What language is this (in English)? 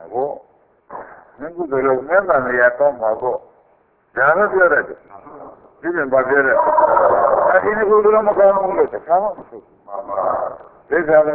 Burmese